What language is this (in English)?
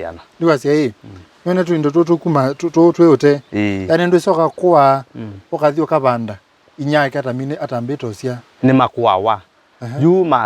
Kamba